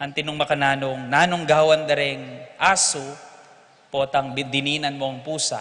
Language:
Pampanga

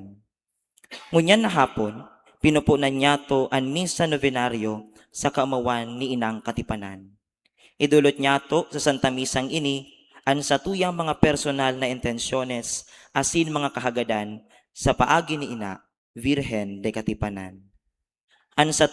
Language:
Bikol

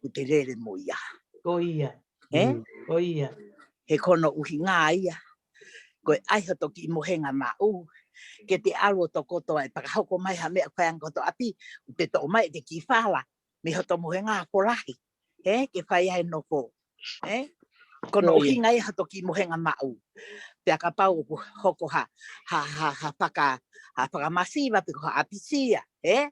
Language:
Tongan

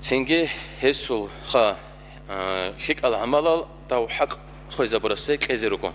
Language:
Avaric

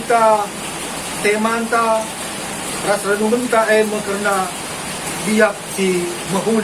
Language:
Batak Karo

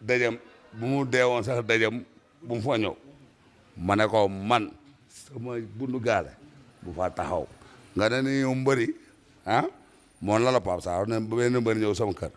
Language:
Wolof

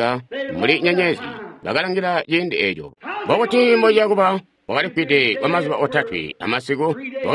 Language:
Tonga (Zambia)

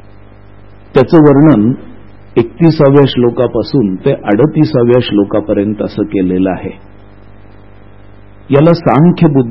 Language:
Marathi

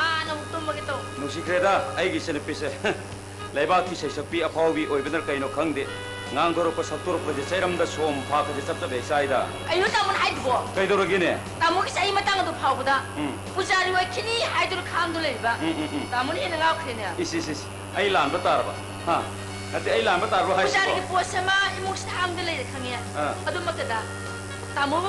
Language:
Manipuri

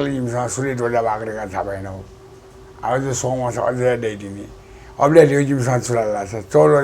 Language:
Newari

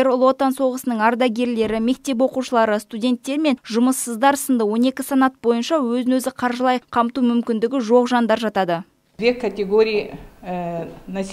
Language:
Kazakh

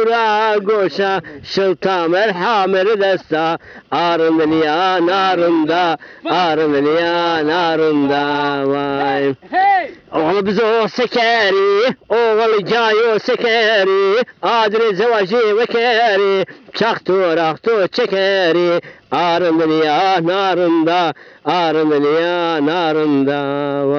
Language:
Zaza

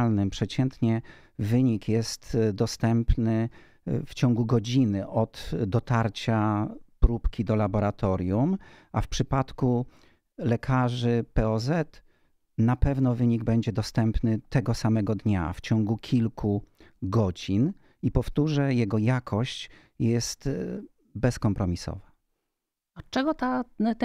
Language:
Polish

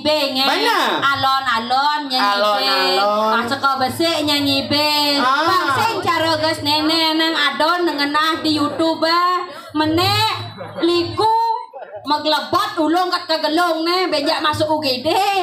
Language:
Balinese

